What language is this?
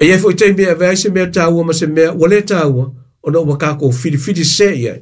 Samoan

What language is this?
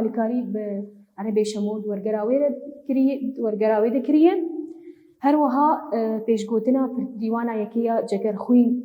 Kurdish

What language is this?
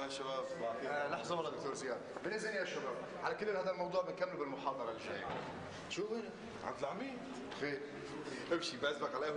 North Levantine Arabic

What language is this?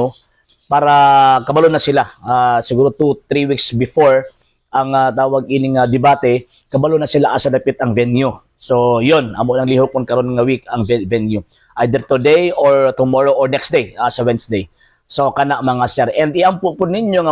Cebuano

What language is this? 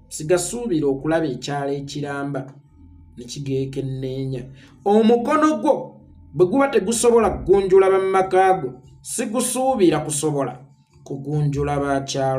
Ganda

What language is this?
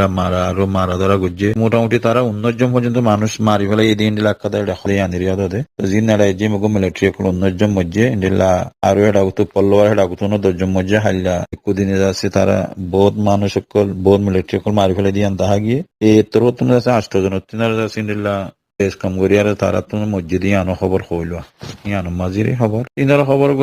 Rohingya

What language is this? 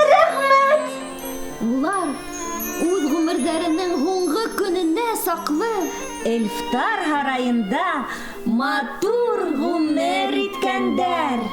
Bashkir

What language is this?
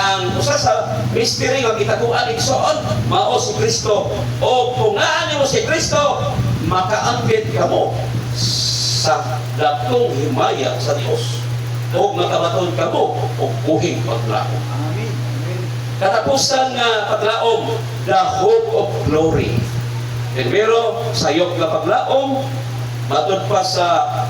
Cebuano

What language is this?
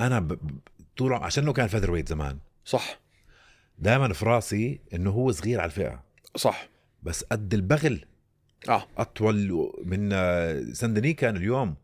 North Levantine Arabic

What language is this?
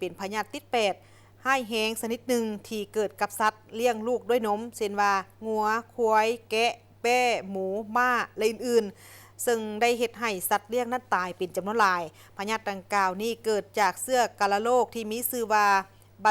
Lao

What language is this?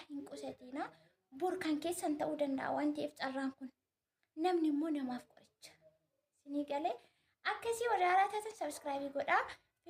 Oromo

